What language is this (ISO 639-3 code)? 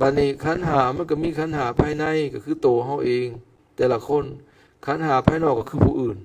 lao